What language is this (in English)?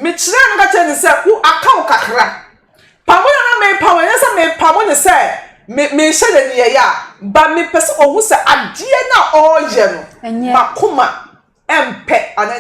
Akan